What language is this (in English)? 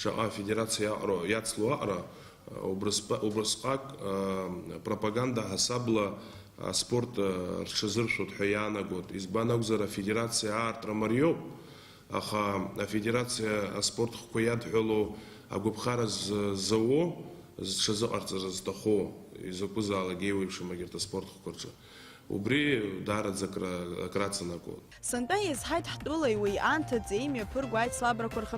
Abkhazian